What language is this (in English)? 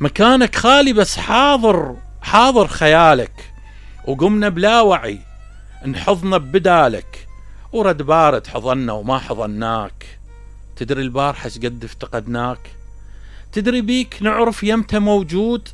Mesopotamian Arabic